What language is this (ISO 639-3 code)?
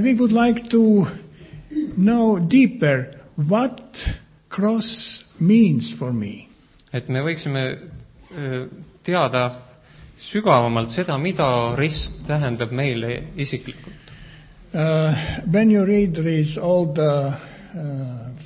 est